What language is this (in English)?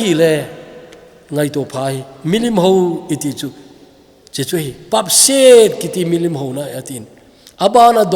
Thado Chin